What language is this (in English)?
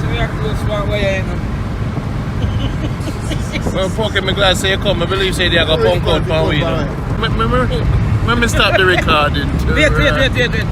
Jamaican Creole English